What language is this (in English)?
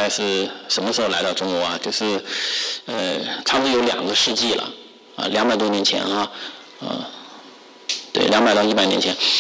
Chinese